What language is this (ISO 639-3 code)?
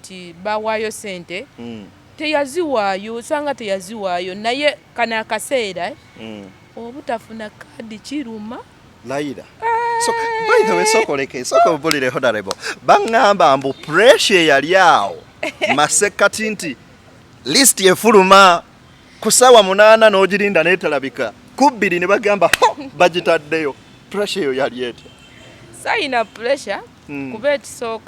lug